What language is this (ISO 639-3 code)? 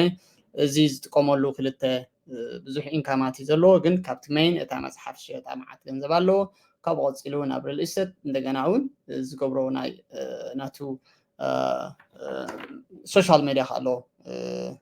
tir